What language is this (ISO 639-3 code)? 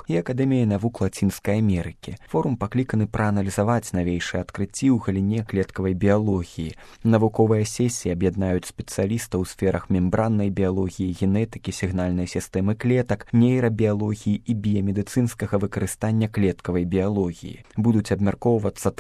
bel